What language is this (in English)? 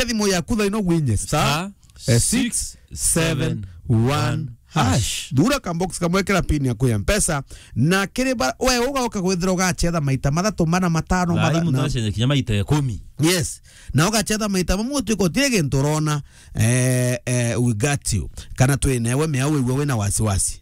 Meru